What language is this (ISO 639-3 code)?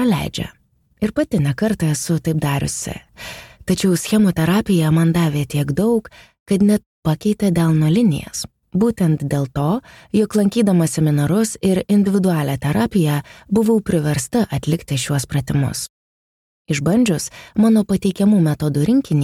lit